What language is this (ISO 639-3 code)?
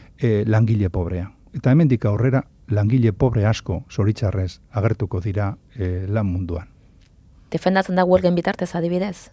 eus